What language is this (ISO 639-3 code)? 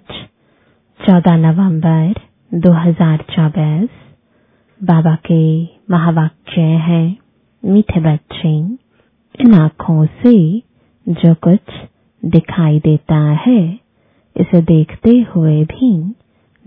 hin